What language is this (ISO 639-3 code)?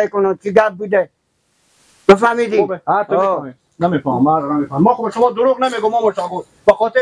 fas